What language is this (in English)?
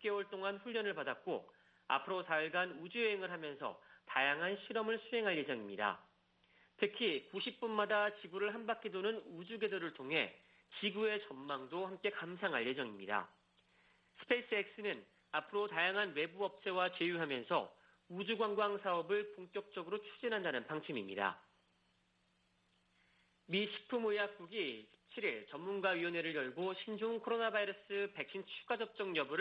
Korean